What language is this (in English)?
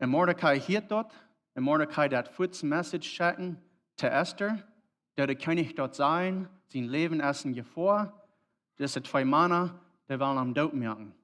Plautdietsch